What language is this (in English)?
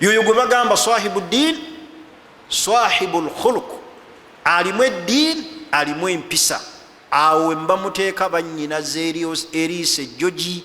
Ganda